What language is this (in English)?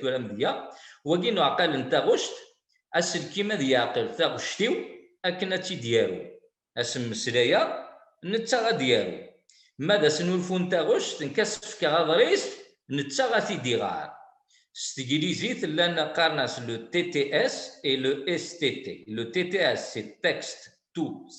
Kabyle